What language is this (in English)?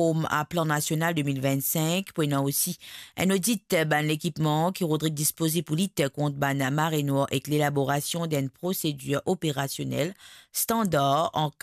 Morisyen